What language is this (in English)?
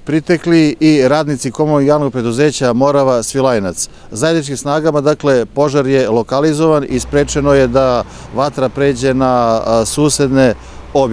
Serbian